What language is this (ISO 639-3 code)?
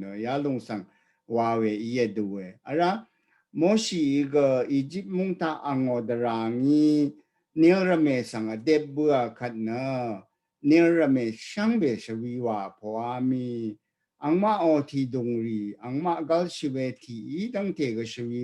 raw